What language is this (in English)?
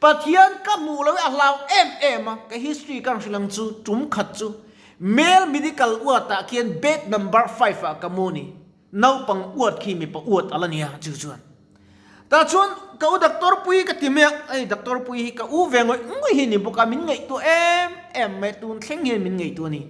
Mizo